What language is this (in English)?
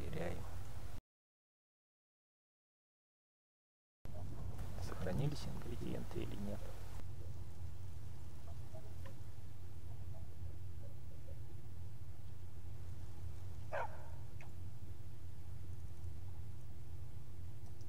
Russian